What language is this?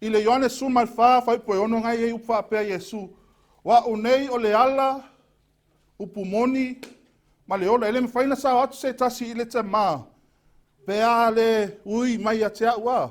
Samoan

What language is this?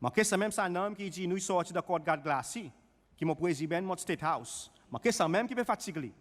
Seselwa Creole French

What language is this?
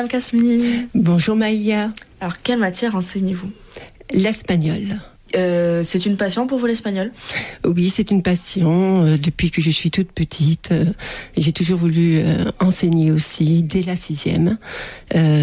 French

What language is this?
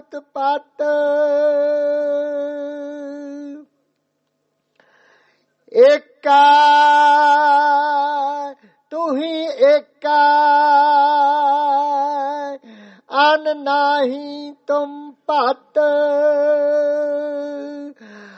Punjabi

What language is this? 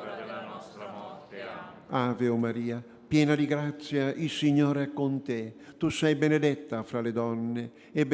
Italian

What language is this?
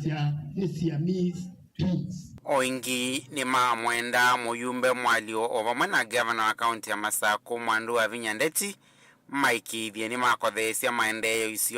Kamba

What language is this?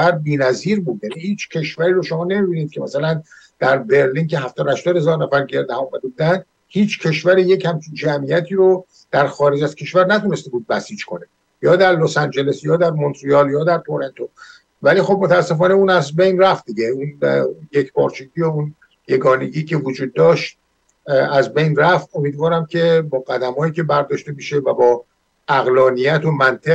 Persian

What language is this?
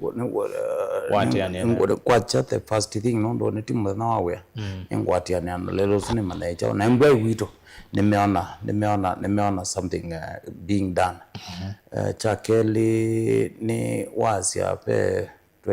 Kamba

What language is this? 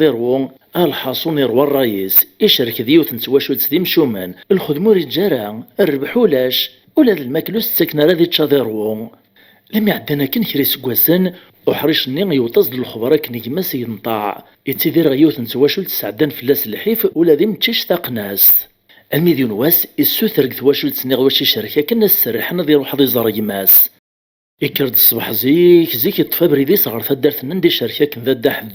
Kabyle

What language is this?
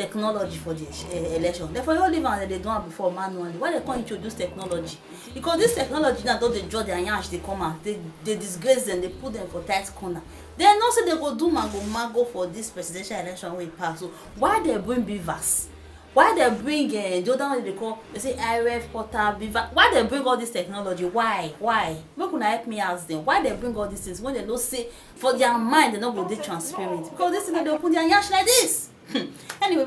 Nigerian Pidgin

